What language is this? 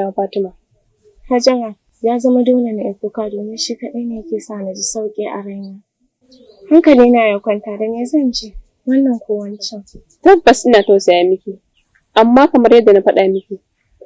Hausa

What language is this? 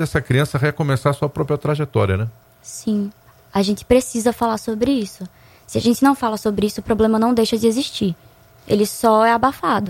Portuguese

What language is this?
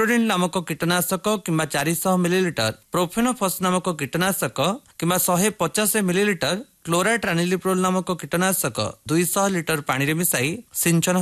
Odia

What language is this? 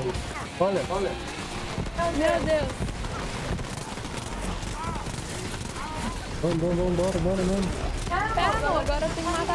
Portuguese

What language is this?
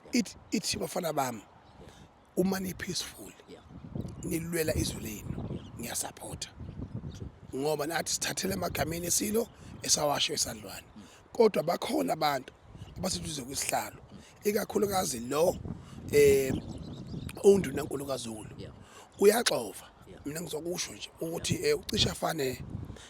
Zulu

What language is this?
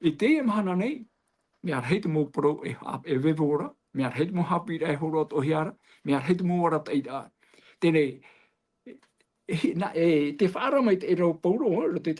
Tahitian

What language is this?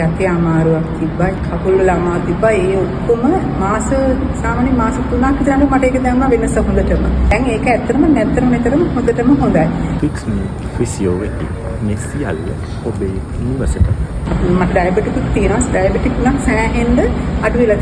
Sinhala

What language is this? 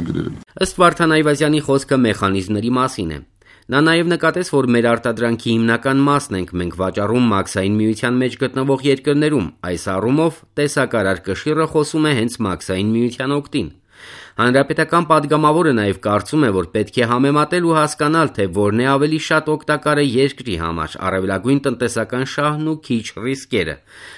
Armenian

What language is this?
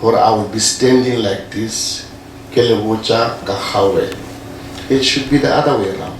Northern Sotho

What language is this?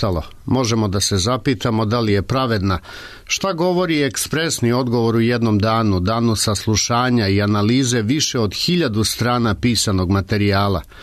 Serbian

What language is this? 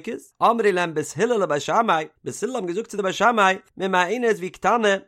Yiddish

